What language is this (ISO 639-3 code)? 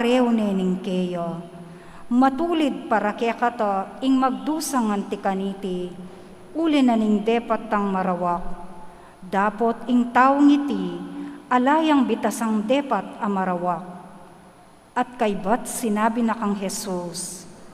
pam